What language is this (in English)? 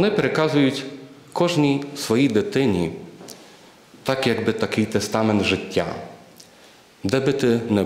Ukrainian